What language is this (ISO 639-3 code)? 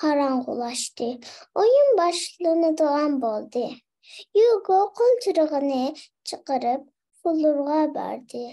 uig